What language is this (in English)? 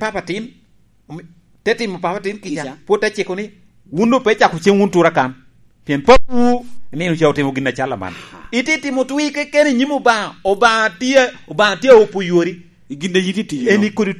Lango (Uganda)